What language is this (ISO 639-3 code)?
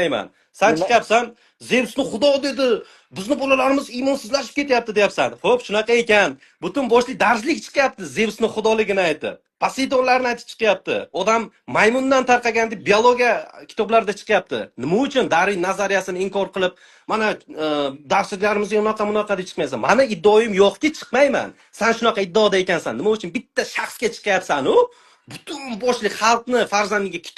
uzb